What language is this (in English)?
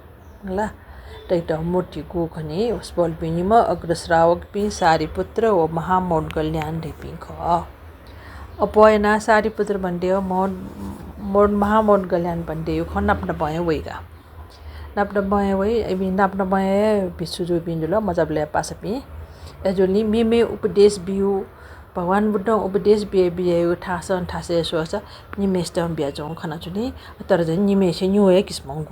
Newari